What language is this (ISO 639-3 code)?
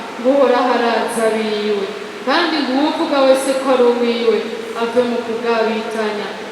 run